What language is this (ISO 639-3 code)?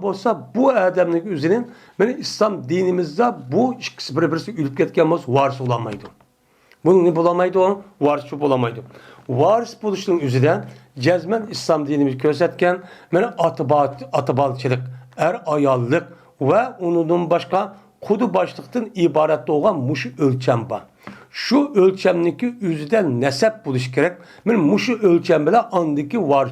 uig